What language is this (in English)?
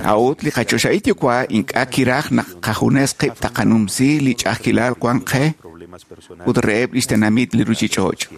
Kekchí